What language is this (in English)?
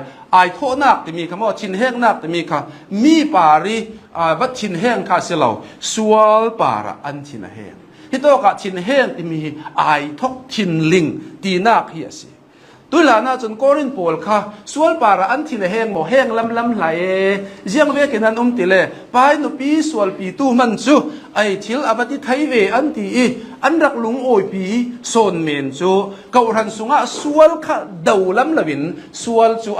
Hakha Chin